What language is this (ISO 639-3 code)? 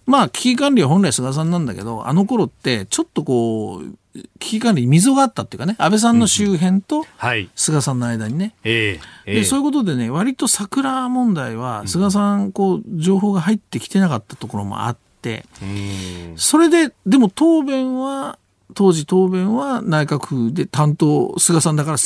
jpn